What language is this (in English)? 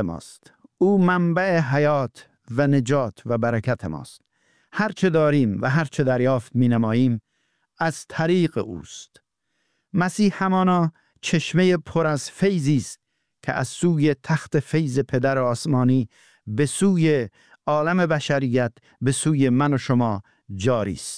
Persian